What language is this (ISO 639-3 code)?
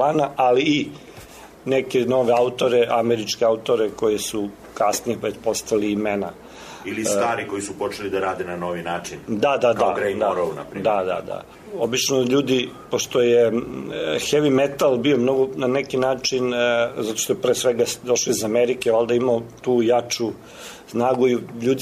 srp